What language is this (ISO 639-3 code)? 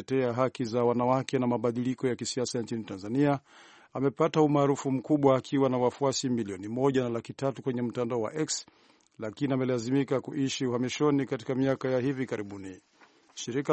swa